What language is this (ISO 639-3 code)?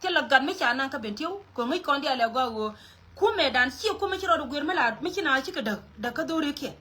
nus